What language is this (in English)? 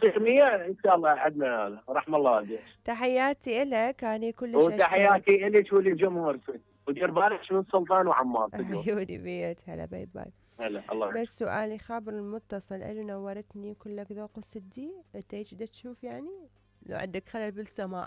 Mesopotamian Arabic